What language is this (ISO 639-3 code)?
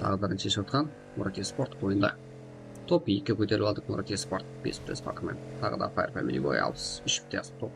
kaa